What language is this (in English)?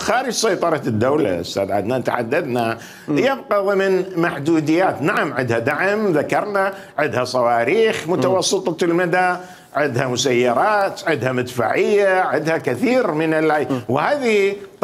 Mesopotamian Arabic